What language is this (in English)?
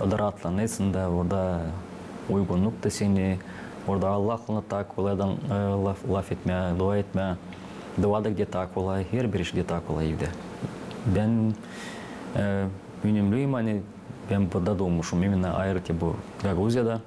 Gagauz